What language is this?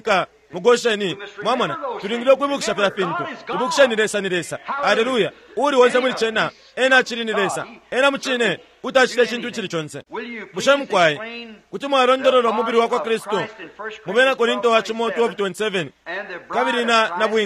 Bemba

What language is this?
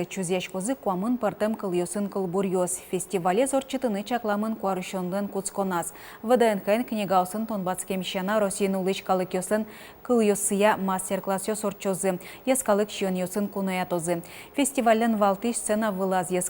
Udmurt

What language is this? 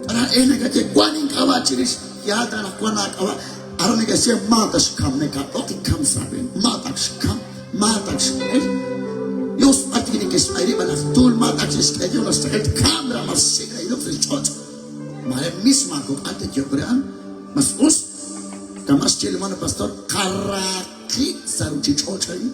Kekchí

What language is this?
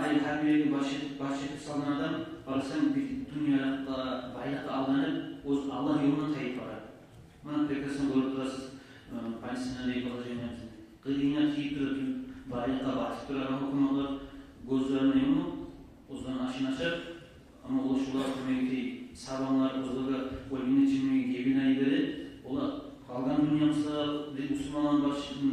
Kumyk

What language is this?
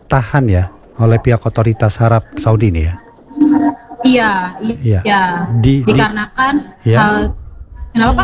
Indonesian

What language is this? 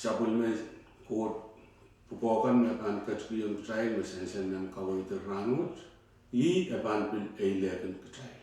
Pohnpeian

